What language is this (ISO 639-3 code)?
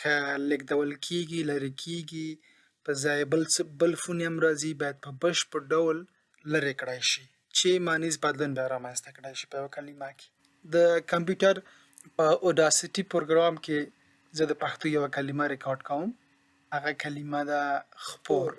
pus